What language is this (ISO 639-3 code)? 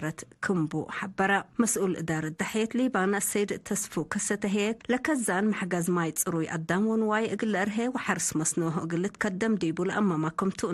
tig